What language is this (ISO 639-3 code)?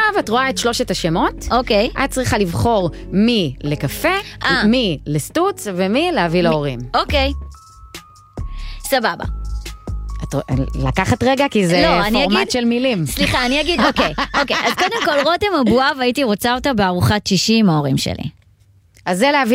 heb